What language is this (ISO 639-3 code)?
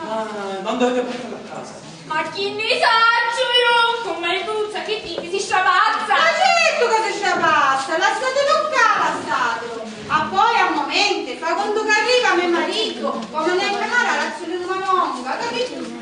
scn